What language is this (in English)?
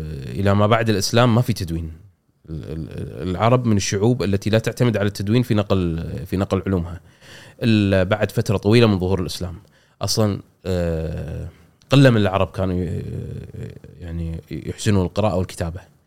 Gulf Arabic